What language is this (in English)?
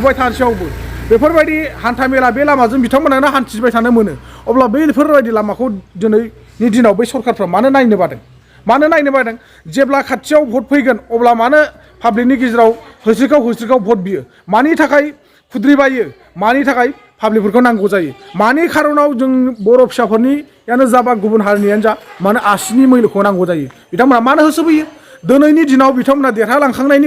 Bodo